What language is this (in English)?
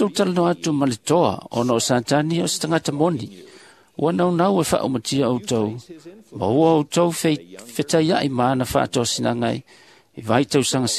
Samoan